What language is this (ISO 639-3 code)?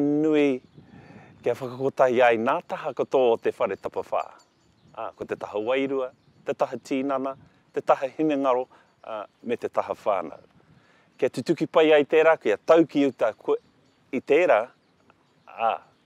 mri